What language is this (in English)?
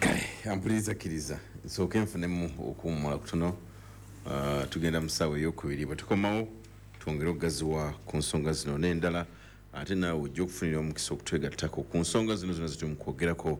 Ganda